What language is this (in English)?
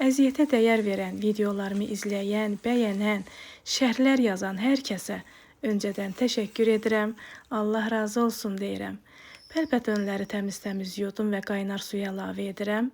Azerbaijani